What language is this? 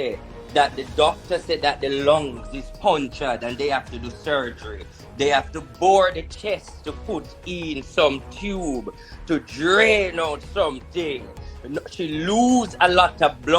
Jamaican Creole English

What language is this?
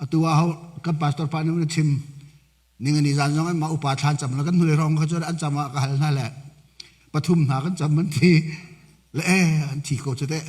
Hakha Chin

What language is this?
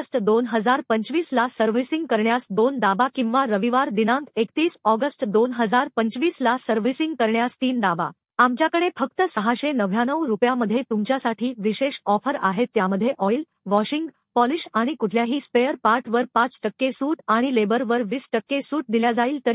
Marathi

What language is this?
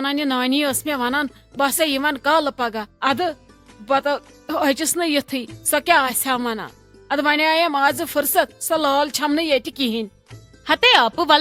Kashmiri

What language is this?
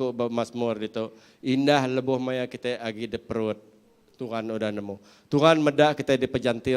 Iban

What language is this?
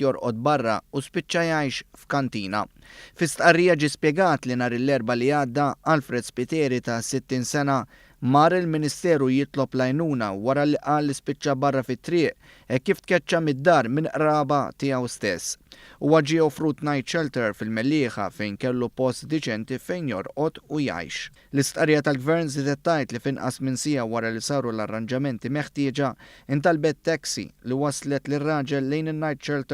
Maltese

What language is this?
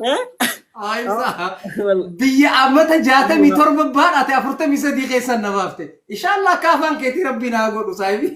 Oromo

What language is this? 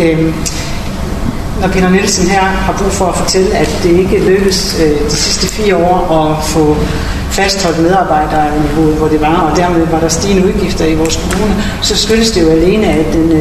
Danish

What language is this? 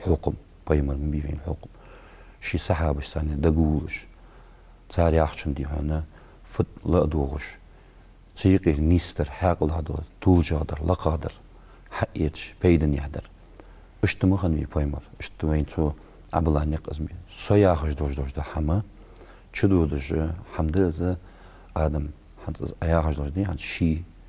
Ingush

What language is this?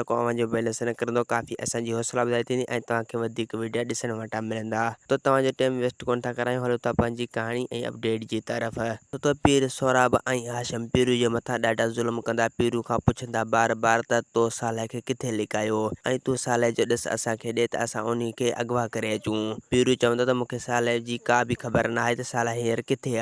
Sindhi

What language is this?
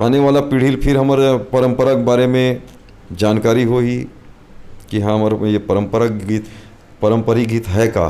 Chhattisgarhi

